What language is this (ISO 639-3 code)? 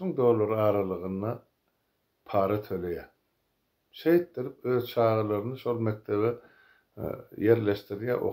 tuk